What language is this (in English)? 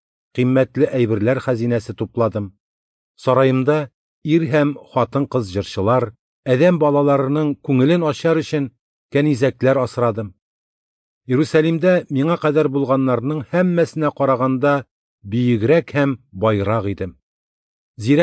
Tatar